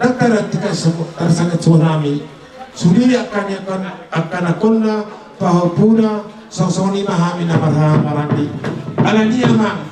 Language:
Batak Toba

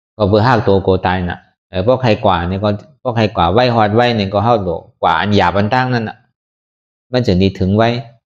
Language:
Shan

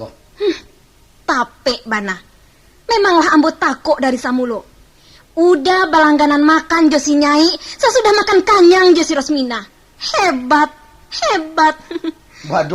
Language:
Minangkabau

